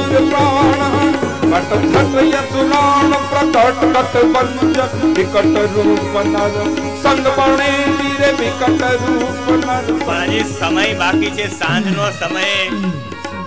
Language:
Gujarati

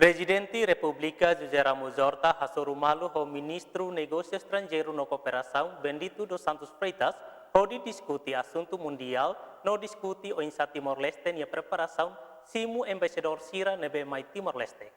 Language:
Tetum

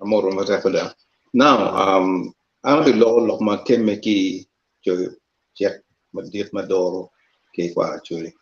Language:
Acoli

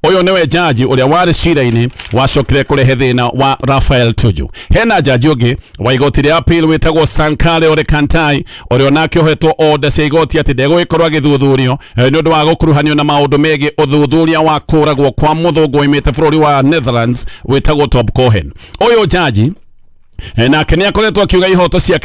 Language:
Kikuyu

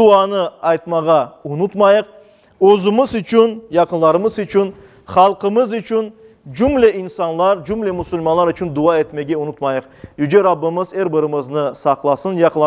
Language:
Crimean Tatar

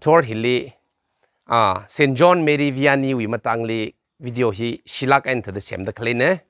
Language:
Tangkhul Naga (India)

